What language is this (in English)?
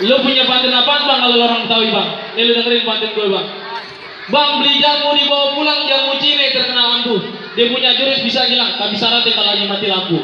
Betawi